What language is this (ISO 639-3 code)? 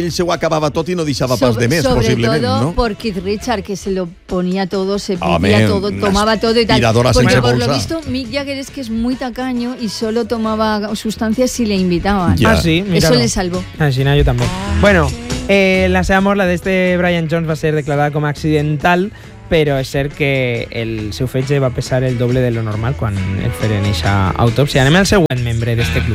cat